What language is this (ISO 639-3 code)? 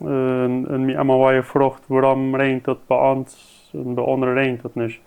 pdt